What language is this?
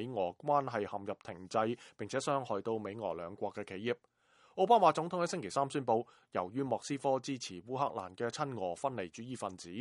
Cantonese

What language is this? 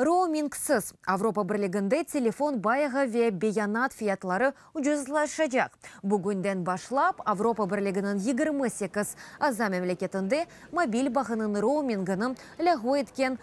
Crimean Tatar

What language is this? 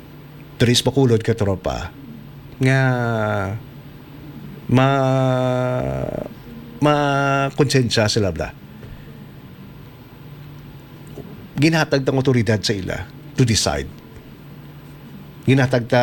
Hiligaynon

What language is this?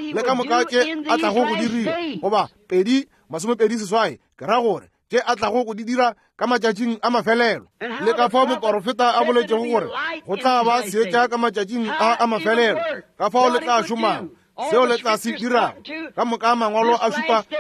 Northern Sotho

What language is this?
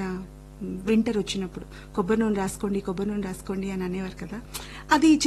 Telugu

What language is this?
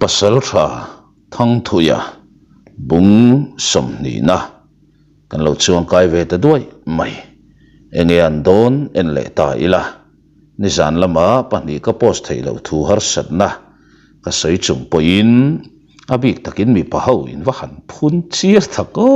Mizo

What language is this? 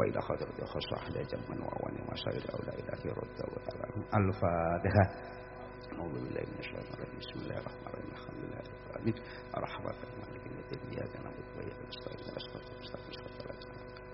Javanese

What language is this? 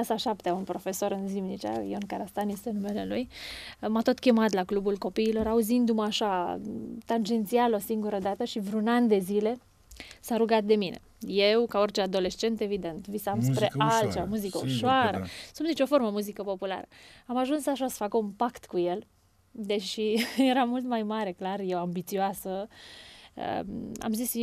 Romanian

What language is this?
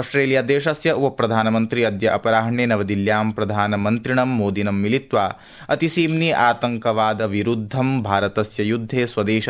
Sanskrit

